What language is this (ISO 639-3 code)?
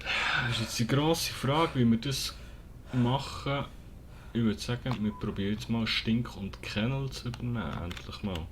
gsw